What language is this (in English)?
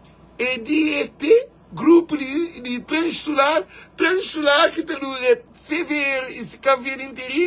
Kabuverdianu